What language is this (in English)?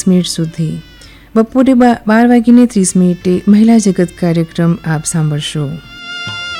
Gujarati